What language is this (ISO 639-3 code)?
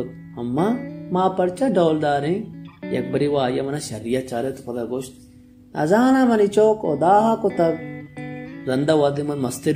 bal